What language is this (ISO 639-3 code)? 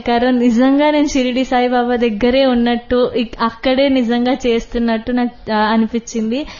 tel